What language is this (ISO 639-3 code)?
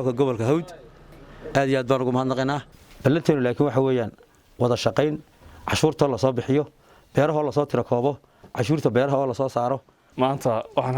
som